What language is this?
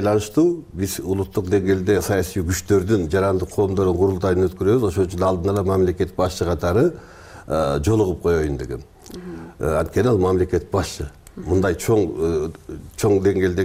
Kyrgyz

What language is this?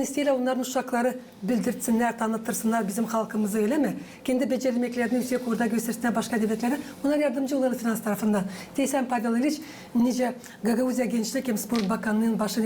Gagauz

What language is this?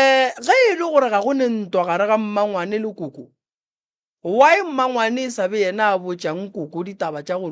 Northern Sotho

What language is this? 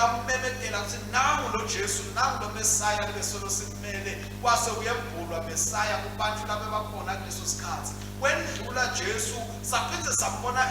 Swati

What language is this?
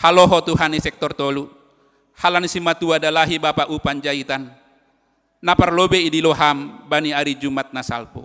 Batak Simalungun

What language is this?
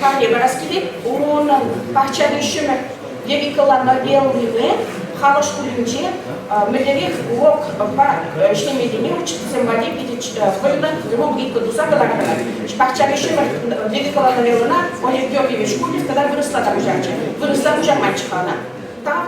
Chuvash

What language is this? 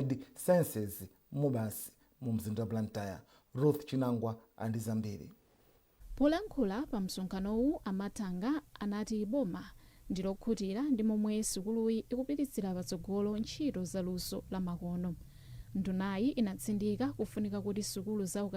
Nyanja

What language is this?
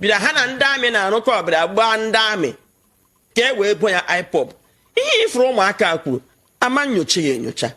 Igbo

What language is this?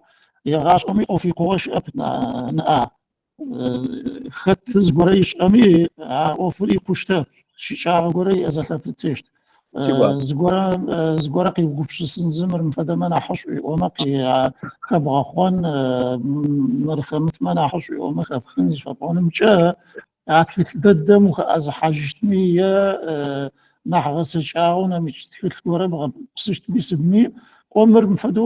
Adyghe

